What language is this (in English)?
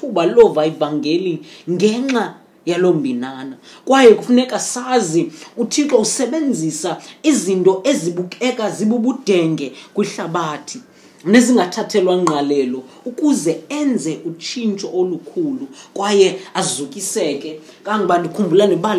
Xhosa